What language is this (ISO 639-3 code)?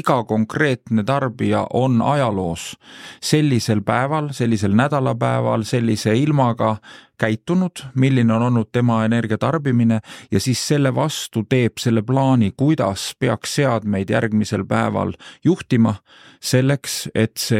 est